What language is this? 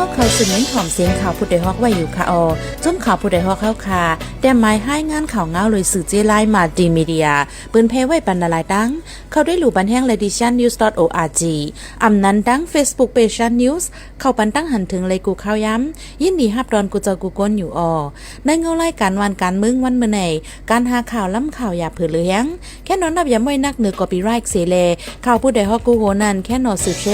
Shan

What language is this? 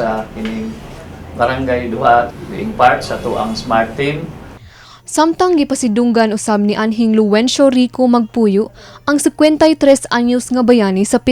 Cebuano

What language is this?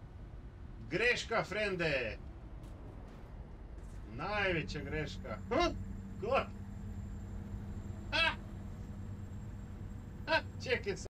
Croatian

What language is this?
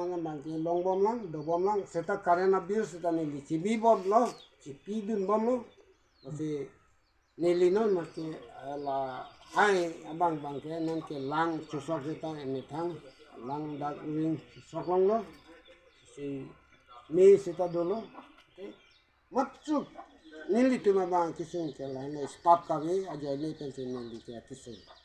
Karbi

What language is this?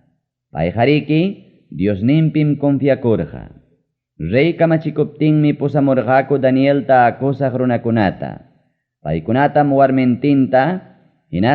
Ayacucho Quechua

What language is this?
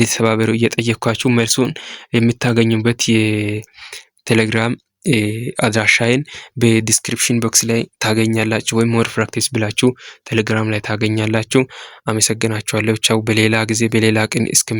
Amharic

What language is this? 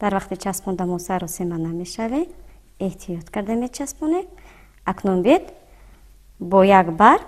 Tajik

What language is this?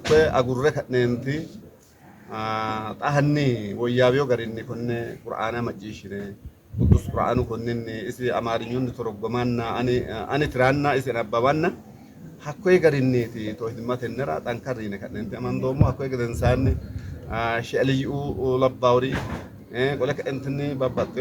Sidamo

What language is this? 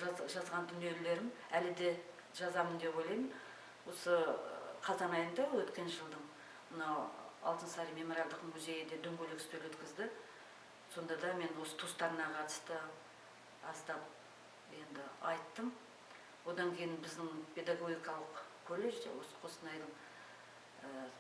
Kazakh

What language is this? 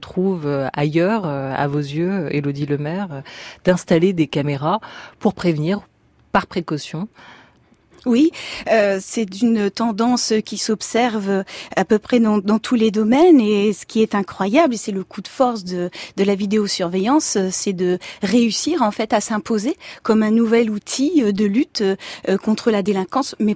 French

